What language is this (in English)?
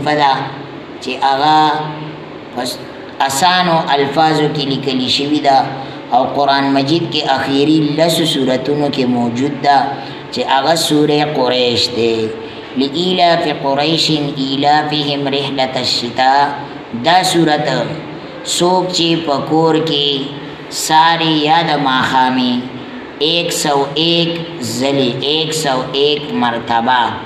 Pashto